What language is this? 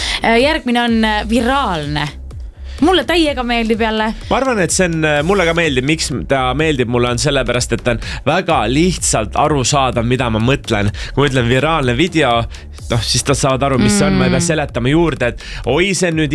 Estonian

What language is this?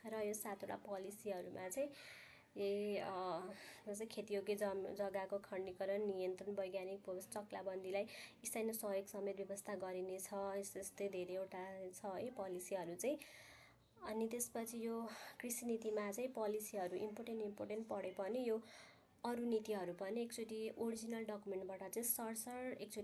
Nepali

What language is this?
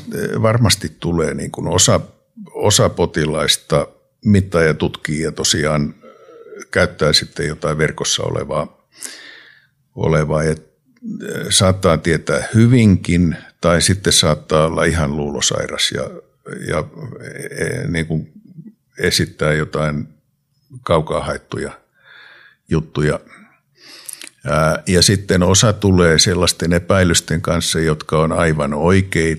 Finnish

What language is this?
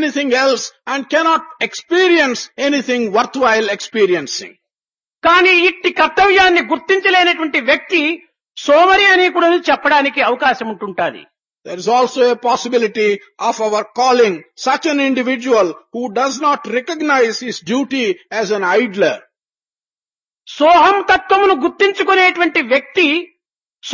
Telugu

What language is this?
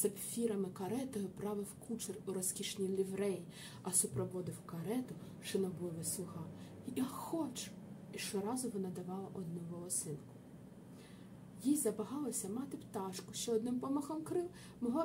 Ukrainian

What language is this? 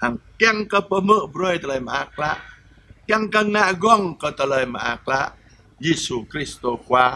Jarai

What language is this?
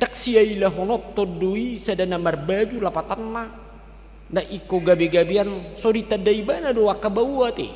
Batak Toba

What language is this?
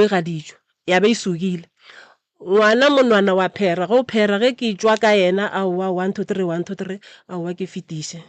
Northern Sotho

